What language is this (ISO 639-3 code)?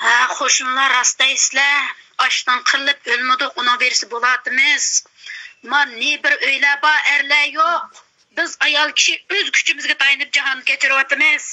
uig